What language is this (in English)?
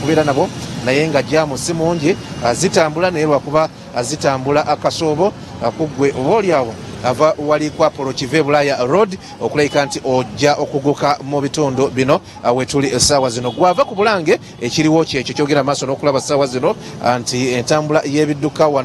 Ganda